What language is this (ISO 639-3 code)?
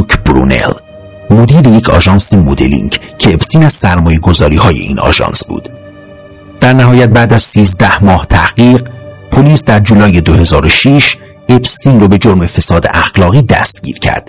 fas